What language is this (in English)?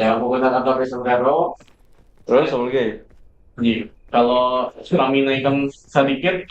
Banjar